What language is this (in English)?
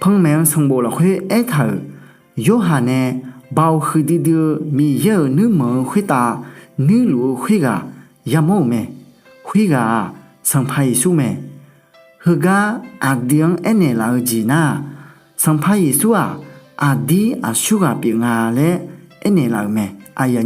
Akha